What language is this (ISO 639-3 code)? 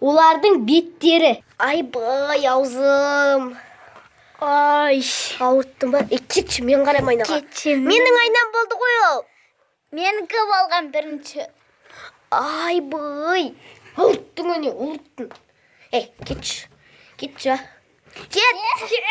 kaz